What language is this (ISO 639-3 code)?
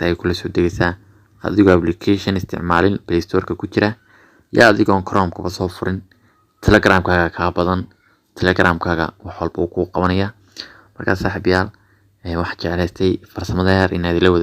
som